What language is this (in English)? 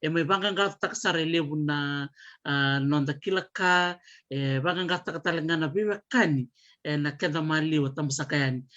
Fijian